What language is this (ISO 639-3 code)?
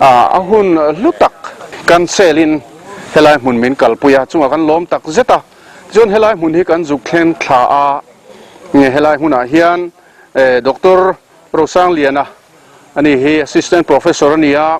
lus